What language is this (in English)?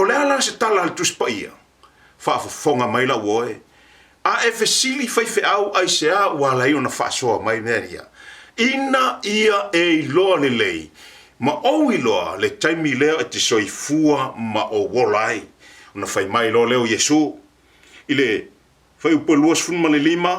Samoan